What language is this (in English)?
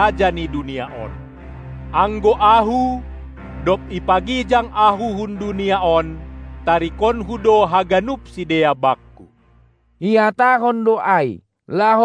Batak Simalungun